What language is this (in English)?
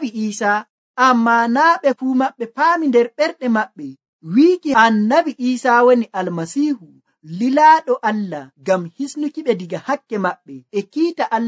Nigerian Fulfulde